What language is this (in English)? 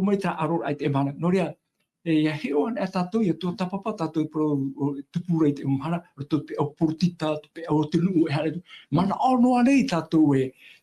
Tahitian